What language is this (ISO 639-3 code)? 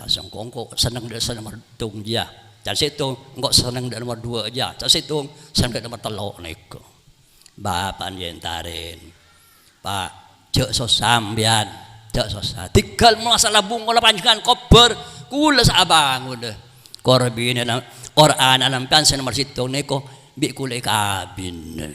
mad